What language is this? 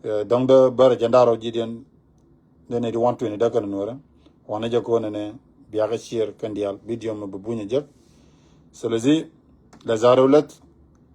Nuer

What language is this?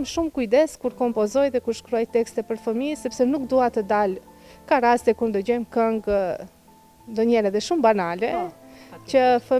Albanian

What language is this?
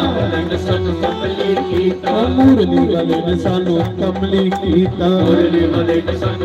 Dogri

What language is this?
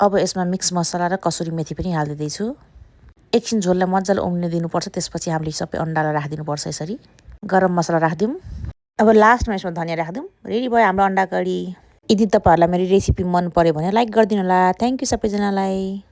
Nepali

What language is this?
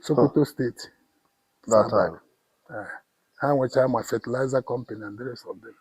Igbo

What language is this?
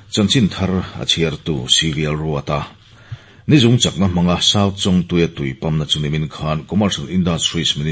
Mizo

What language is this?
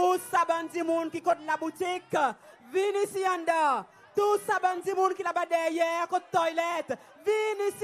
Seselwa Creole French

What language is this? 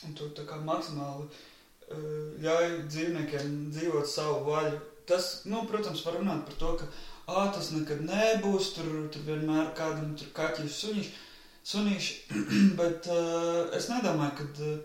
Latvian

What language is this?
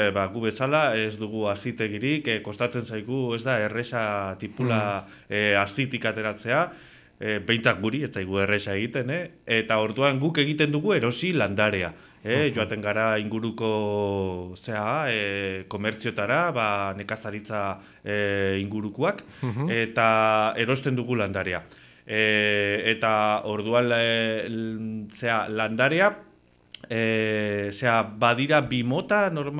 Basque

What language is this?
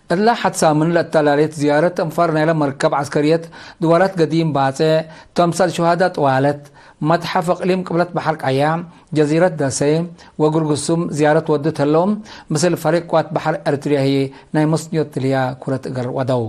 Tigre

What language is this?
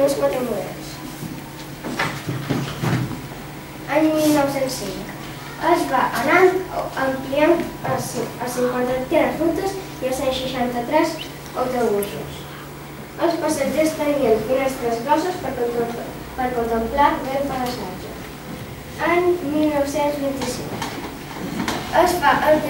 Catalan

